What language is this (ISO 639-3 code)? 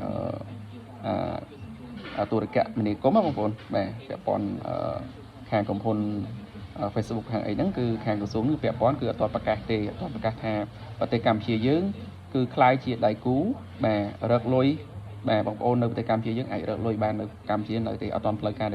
khm